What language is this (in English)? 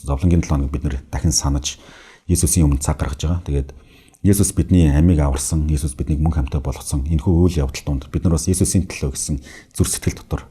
Mongolian